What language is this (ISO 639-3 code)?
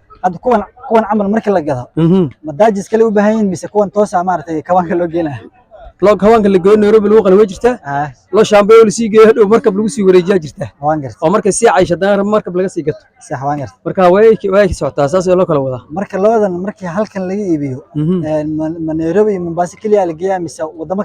som